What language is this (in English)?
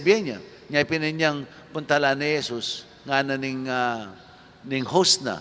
Pampanga